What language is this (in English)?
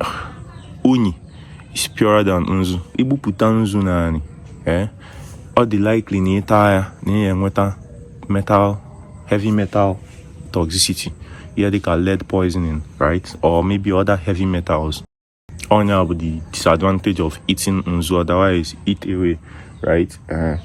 Igbo